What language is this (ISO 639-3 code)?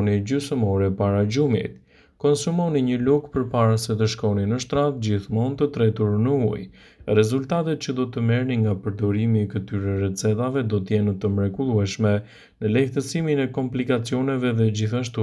sqi